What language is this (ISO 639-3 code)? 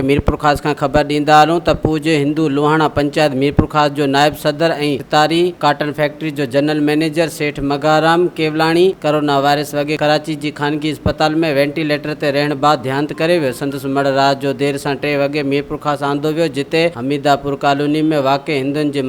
snd